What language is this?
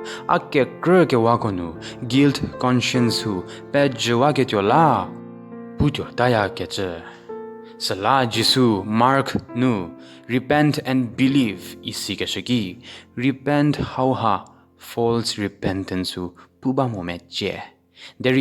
Angami Naga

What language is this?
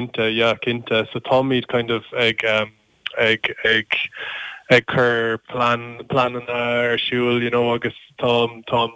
Irish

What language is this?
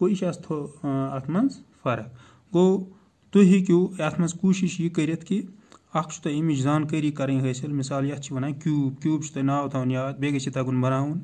Kashmiri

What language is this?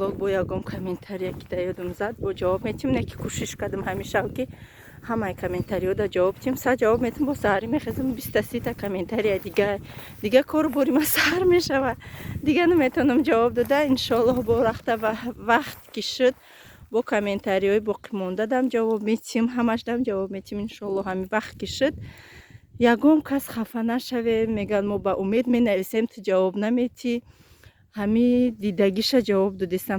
Tajik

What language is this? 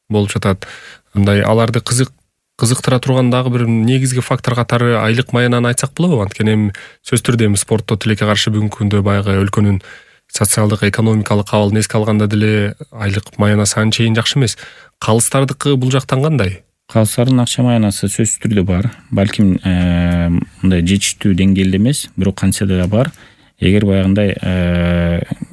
Kyrgyz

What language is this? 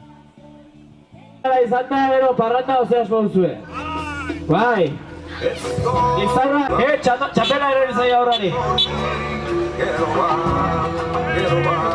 Basque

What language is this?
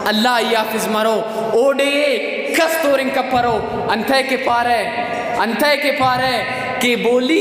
Brahui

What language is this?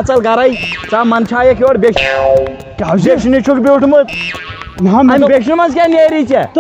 Kashmiri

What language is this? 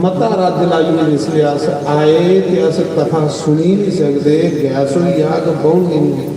Dogri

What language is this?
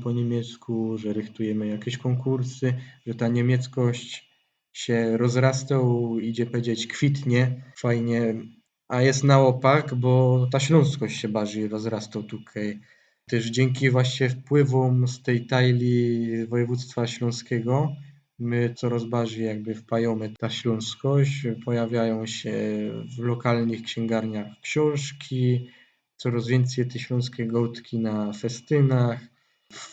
Silesian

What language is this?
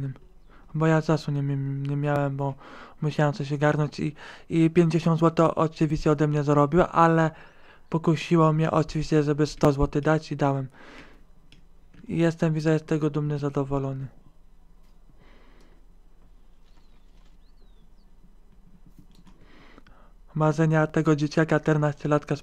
Polish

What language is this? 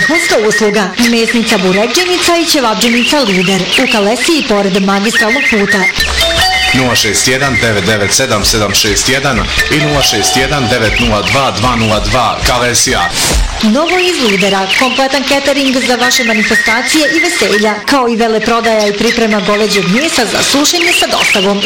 Bosnian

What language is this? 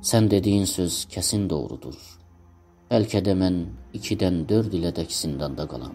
South Azerbaijani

